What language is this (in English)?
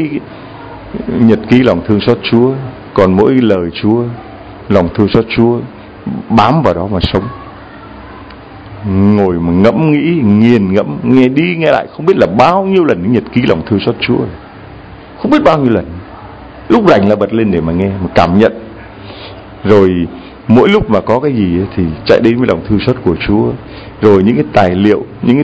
Vietnamese